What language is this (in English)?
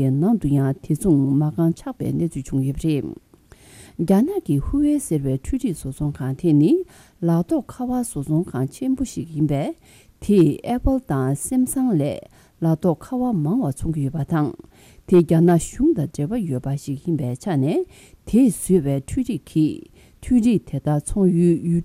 Tibetan